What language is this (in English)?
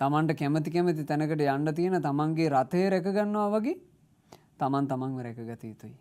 Sinhala